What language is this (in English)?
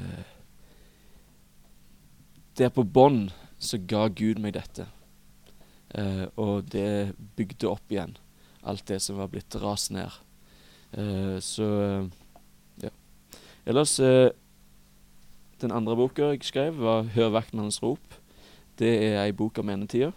Norwegian